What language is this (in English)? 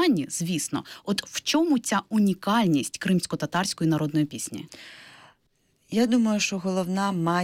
Ukrainian